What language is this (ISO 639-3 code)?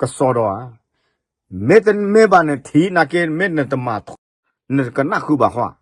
ksw